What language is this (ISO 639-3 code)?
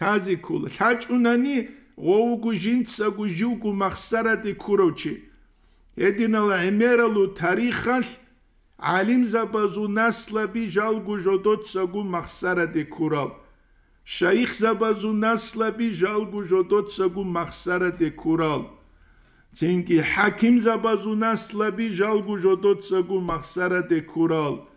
ava